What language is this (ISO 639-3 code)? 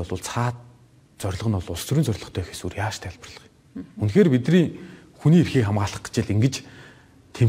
mon